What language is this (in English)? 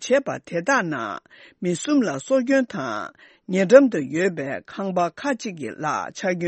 Tibetan